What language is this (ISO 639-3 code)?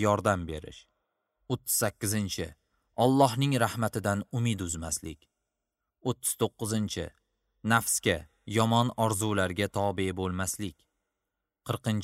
uzb